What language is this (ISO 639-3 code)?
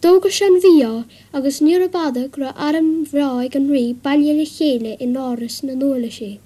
gle